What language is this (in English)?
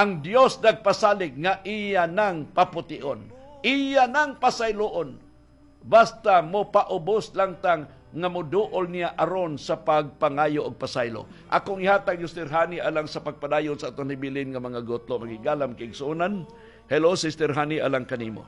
Cebuano